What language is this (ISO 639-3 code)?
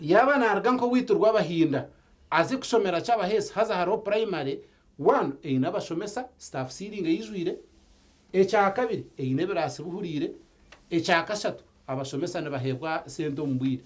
nyn